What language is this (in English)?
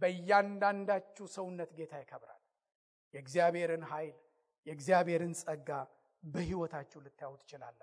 Amharic